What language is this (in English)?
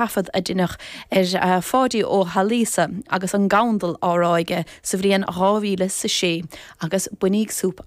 Irish